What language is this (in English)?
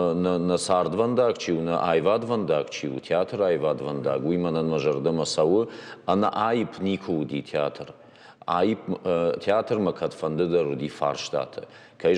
Ossetic